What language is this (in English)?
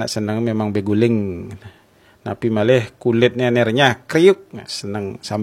Balinese